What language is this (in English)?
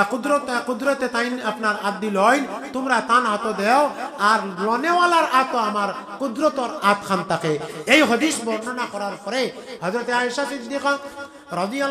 Sylheti